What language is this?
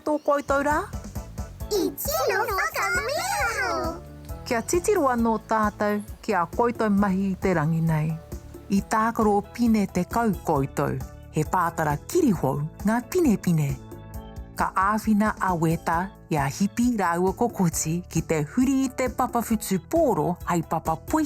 Māori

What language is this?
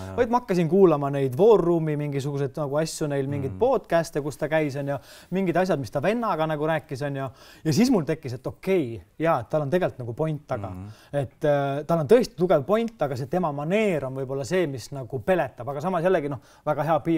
Estonian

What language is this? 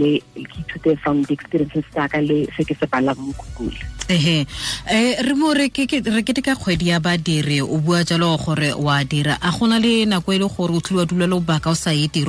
Tswana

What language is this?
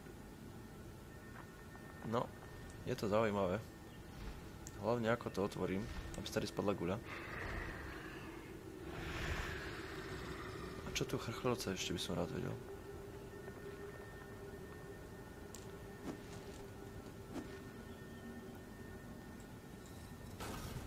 Slovak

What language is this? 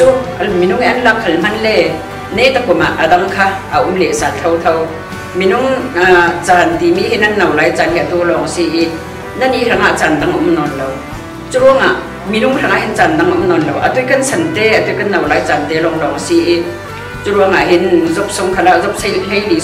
Falam Chin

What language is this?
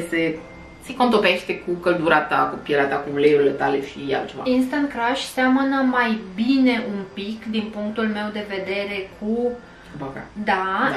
Romanian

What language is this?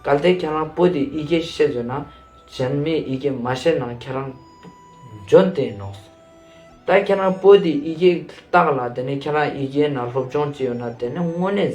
Ladakhi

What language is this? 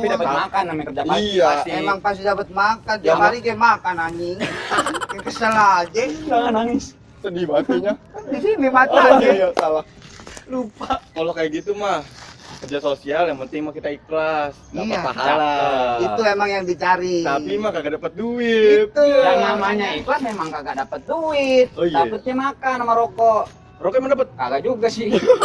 Betawi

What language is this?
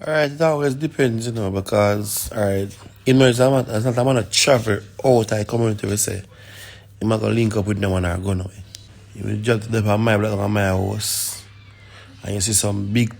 Jamaican Creole English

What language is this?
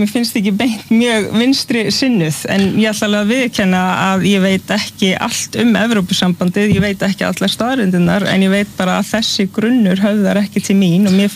Icelandic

